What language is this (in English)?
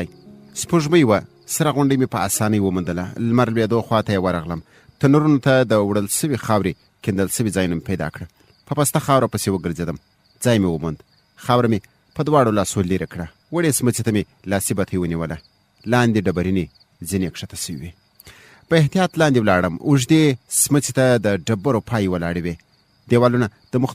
Pashto